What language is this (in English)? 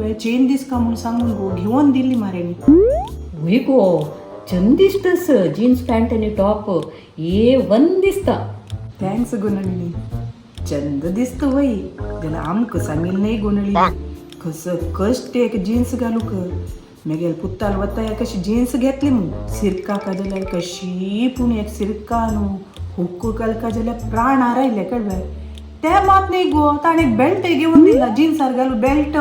Konkani